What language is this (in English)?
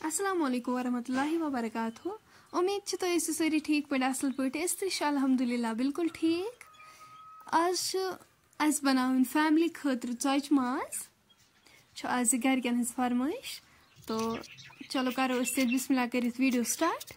Kashmiri